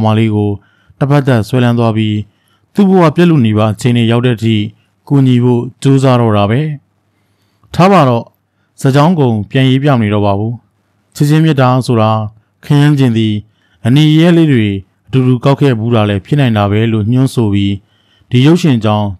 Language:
Burmese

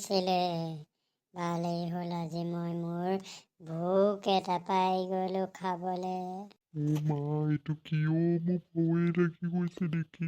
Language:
Assamese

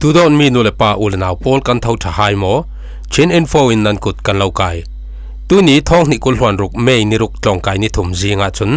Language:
Falam Chin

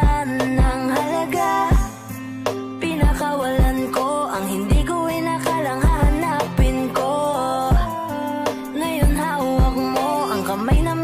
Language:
Filipino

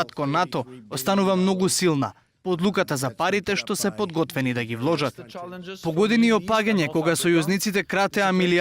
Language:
Macedonian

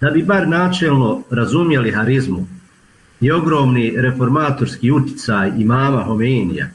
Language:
Bosnian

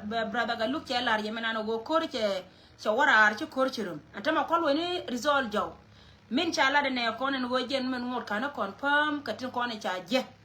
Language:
Nuer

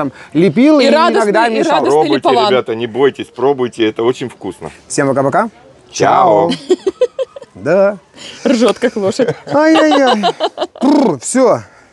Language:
Russian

